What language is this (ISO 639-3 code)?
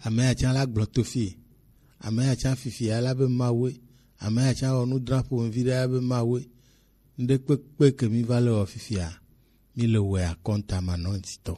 gej